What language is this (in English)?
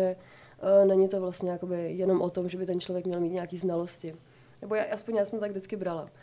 Czech